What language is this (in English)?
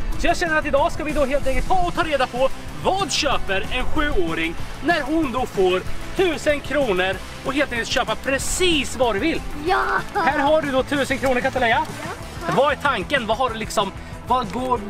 Swedish